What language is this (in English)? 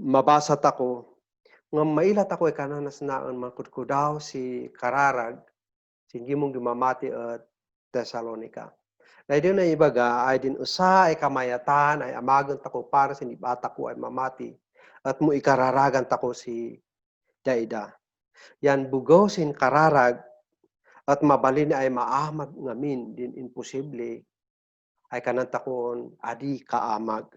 Kankanaey